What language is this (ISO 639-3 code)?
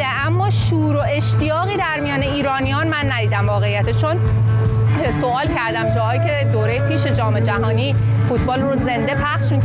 fas